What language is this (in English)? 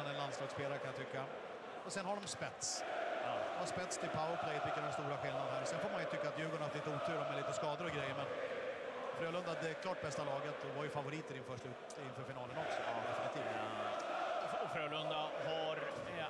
Swedish